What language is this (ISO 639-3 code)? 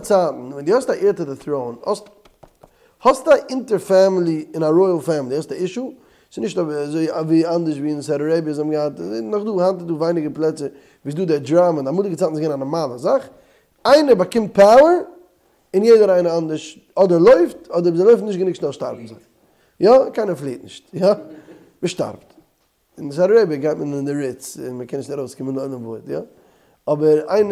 yid